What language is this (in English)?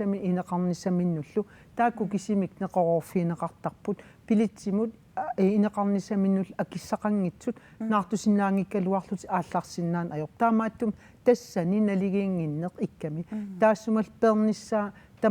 Kalaallisut